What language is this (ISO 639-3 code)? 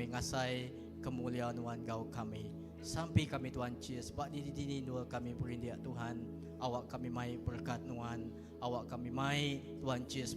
iba